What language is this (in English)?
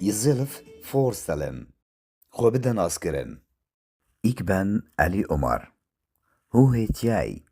Kurdish